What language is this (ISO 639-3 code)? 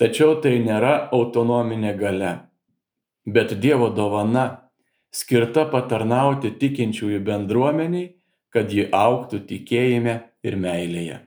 lit